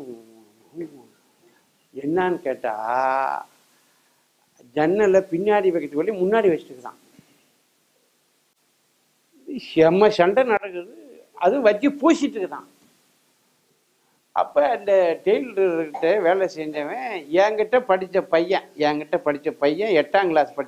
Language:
Tamil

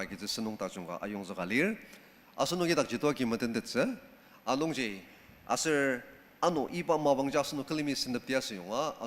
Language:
Ao Naga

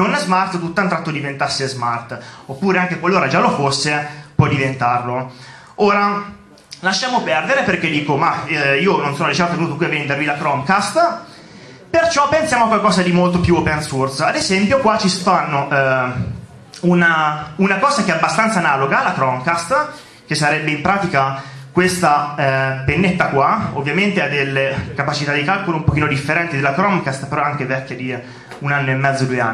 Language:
Italian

